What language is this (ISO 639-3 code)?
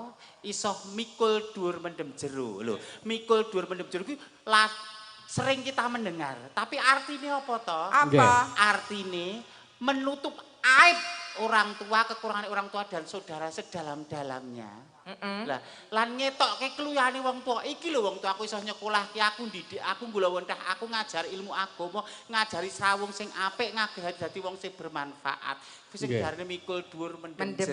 jav